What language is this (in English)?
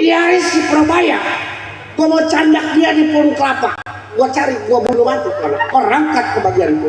Betawi